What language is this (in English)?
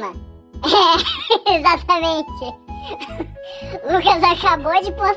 Portuguese